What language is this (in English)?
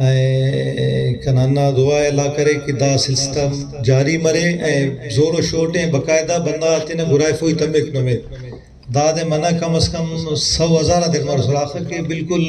Brahui